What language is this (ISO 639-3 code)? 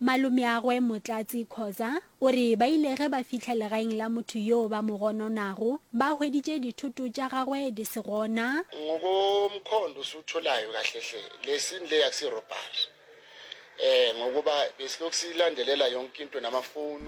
nso